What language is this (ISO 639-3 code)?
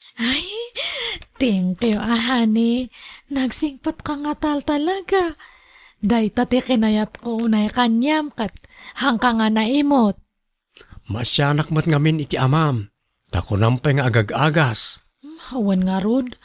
ilo